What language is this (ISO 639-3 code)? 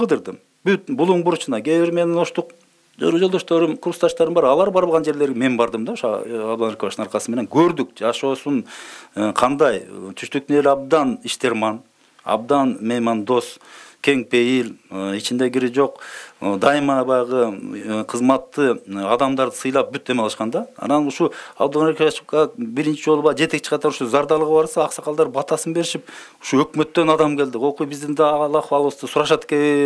kir